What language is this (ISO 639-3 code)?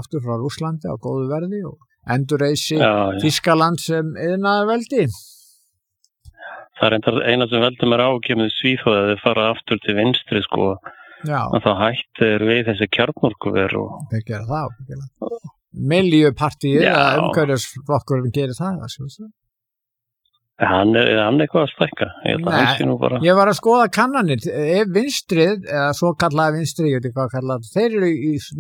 isl